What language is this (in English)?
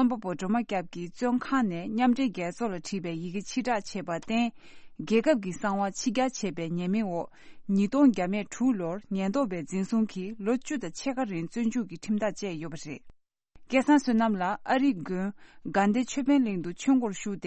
Tibetan